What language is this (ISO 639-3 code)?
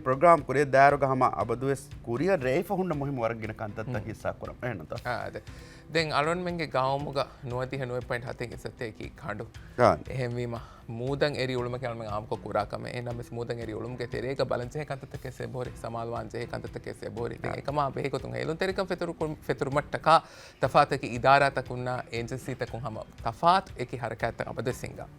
div